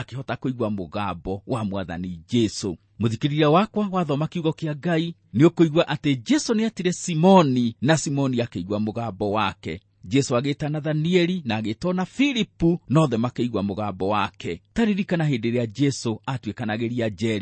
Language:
Kikuyu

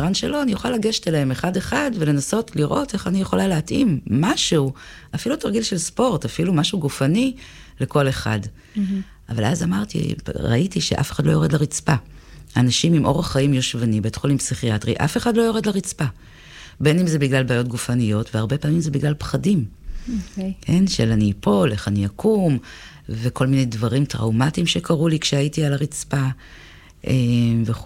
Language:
Hebrew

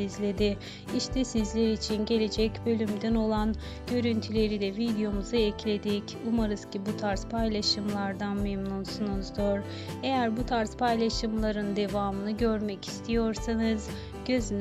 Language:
Turkish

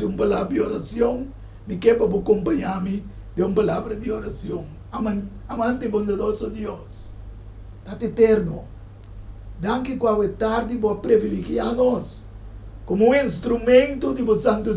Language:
Papiamento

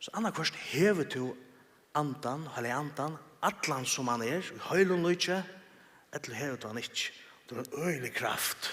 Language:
Faroese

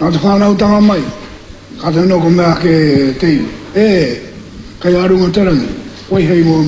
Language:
Māori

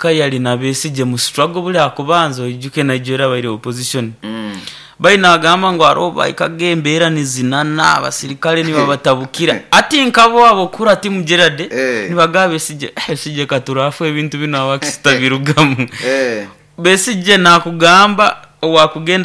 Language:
Nyoro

